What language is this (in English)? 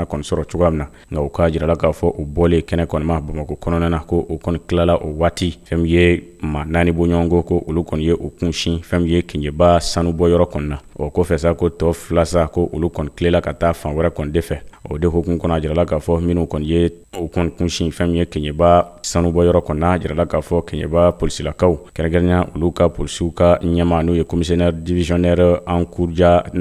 Bambara